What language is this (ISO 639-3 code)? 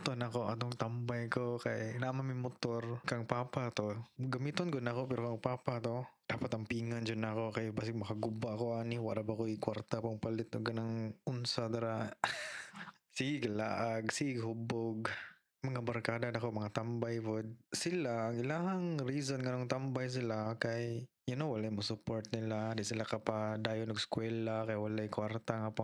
ceb